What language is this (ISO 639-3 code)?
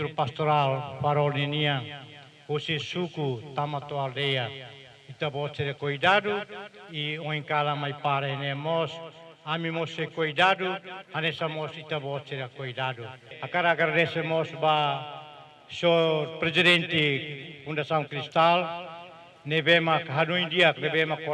tet